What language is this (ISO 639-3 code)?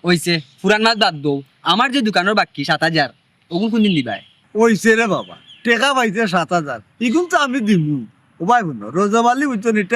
syl